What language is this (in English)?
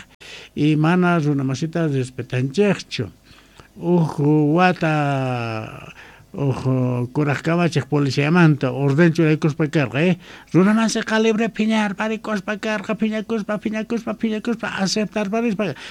South Bolivian Quechua